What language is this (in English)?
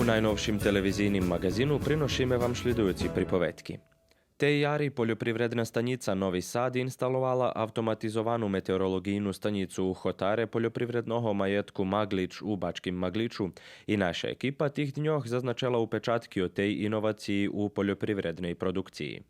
Rusyn